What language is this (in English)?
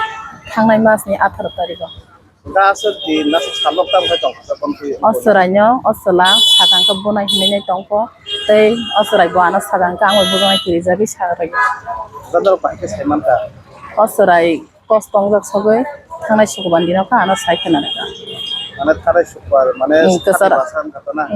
Kok Borok